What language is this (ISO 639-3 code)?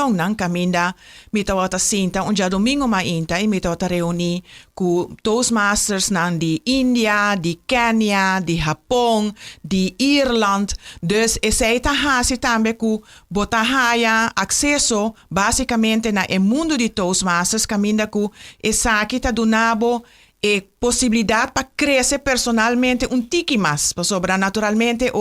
pap